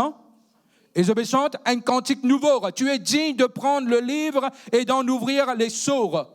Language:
Morisyen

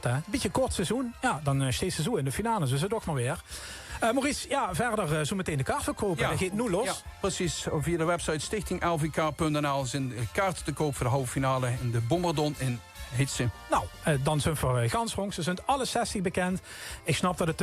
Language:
Limburgish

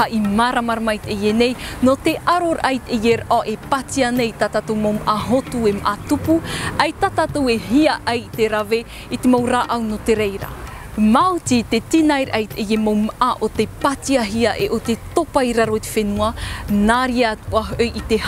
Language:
Tahitian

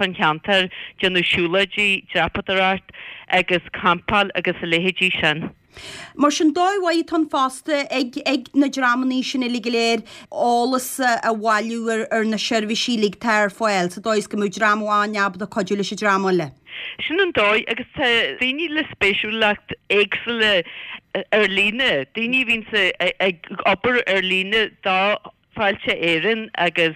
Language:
Irish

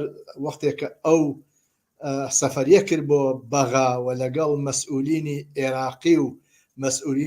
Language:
Central Kurdish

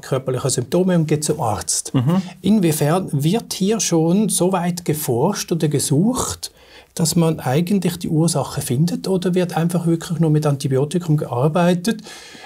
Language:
German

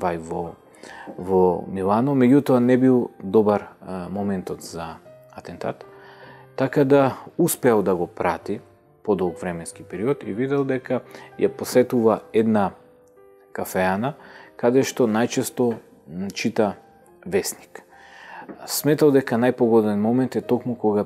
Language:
Macedonian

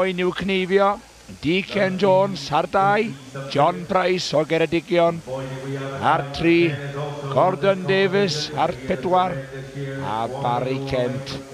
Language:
Welsh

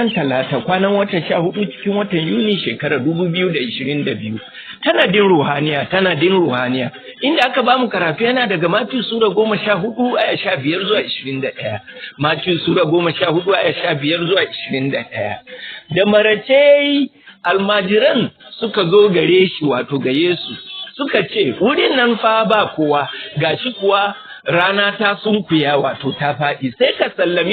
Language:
Hausa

